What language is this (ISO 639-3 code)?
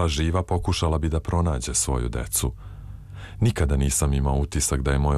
srp